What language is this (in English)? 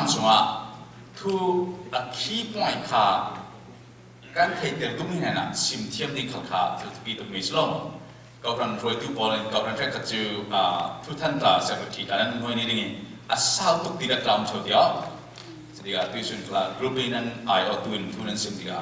Falam Chin